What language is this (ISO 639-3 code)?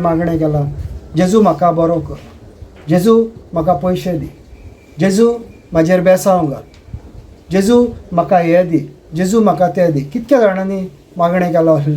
kok